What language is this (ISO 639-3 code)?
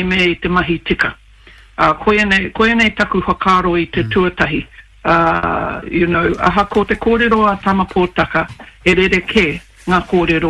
mri